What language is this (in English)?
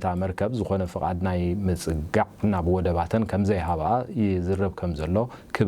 Tigrinya